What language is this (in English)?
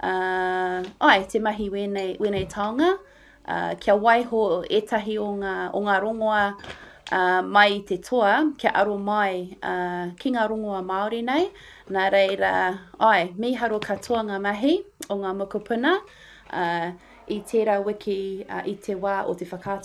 Māori